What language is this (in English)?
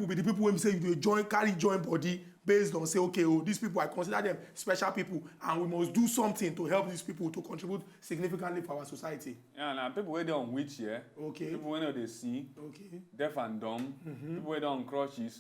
Nigerian Pidgin